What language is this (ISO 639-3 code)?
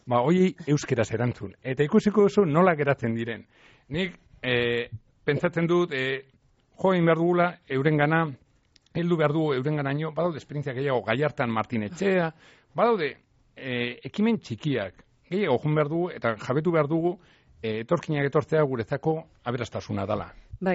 eus